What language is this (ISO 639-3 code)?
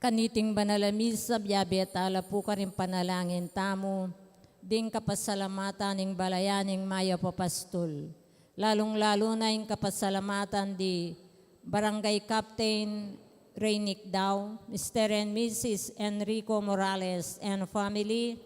pam